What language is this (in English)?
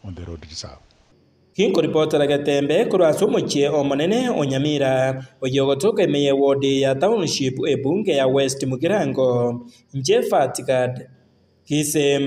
Gusii